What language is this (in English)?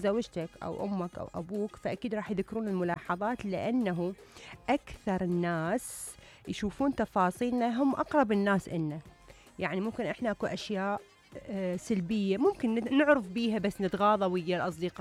Mesopotamian Arabic